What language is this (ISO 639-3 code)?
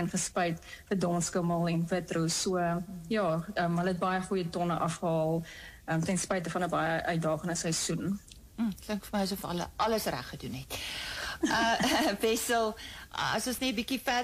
afr